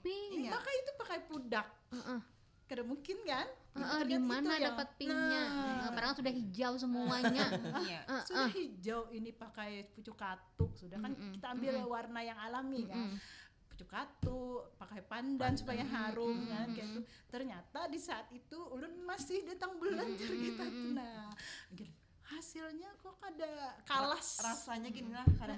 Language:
Banjar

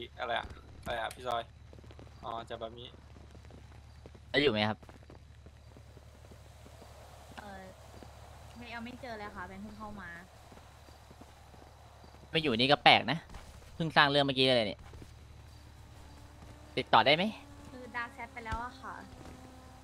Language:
Thai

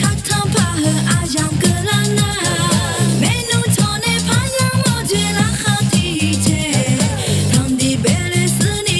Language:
Akha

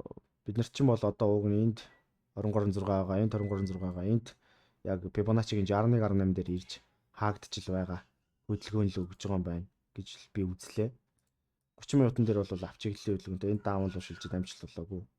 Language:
Mongolian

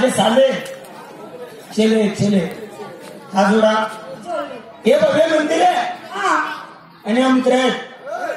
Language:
Marathi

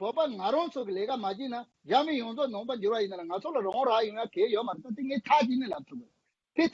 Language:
Tibetan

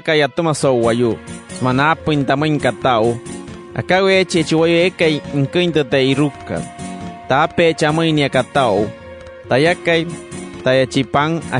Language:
Wayuu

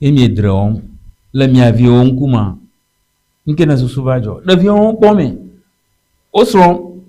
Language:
Ewe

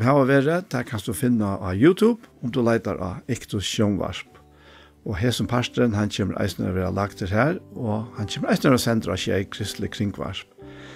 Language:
Faroese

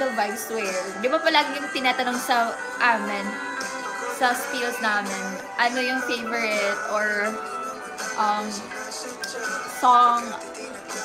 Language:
Filipino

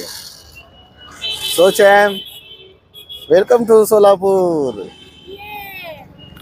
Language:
Marathi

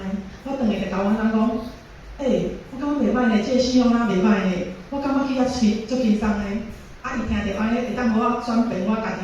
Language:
Min Nan Chinese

